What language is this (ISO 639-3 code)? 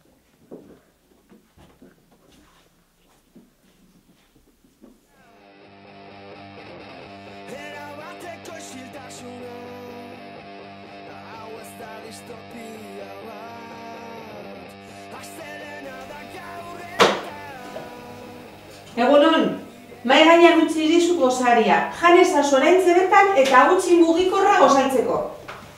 eus